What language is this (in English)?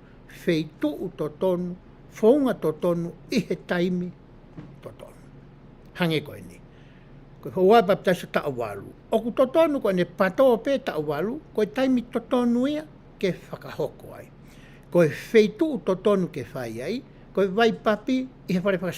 Tongan